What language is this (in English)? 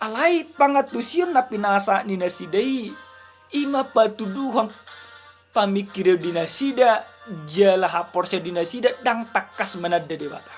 Batak Toba